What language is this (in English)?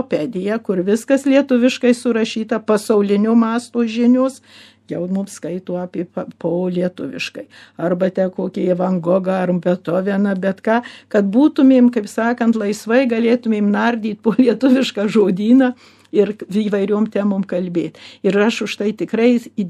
Lithuanian